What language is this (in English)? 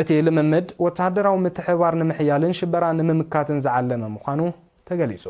Tigrinya